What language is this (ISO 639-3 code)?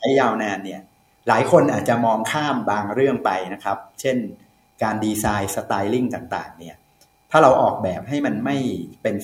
tha